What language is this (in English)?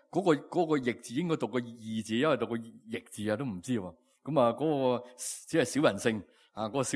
Cantonese